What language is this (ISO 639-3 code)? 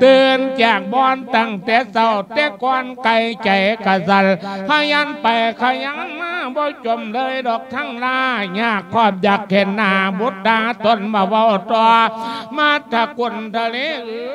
lao